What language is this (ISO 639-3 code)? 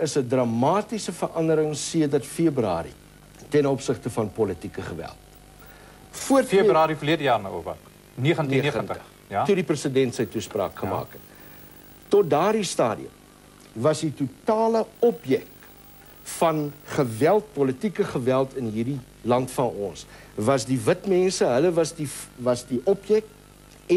afr